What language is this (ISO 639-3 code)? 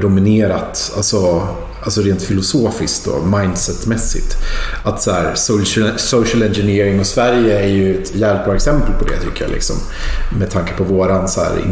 swe